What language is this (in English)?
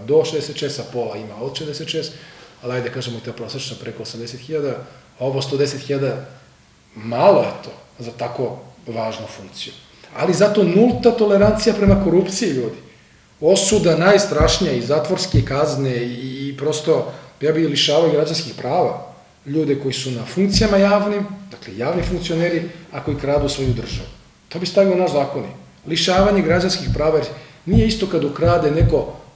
Serbian